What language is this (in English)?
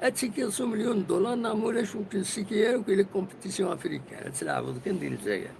Kabyle